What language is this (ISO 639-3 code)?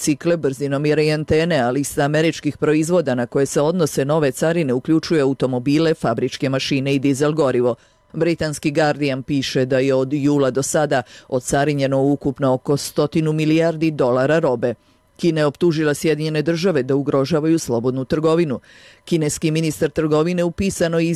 bos